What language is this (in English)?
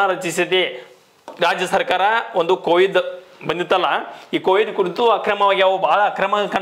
Kannada